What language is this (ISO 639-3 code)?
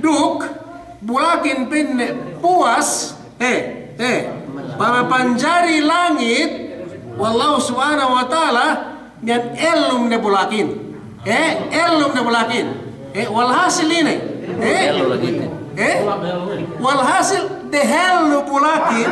yka